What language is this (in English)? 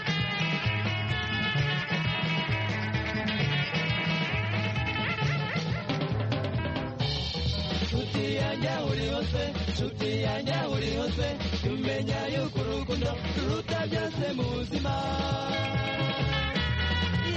Kinyarwanda